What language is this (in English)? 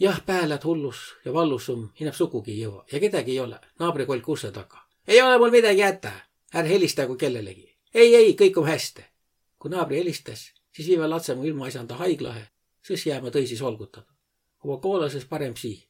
Võro